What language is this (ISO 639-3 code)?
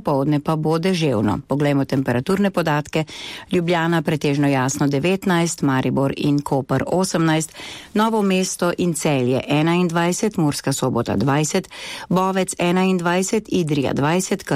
slv